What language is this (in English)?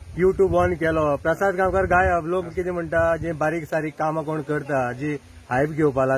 Konkani